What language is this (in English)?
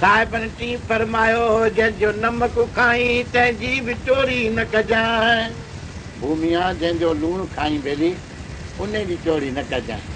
Sindhi